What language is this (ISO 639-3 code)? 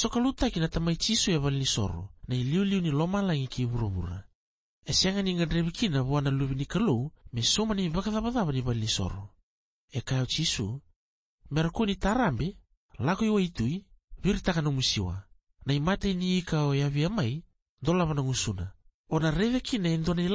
fij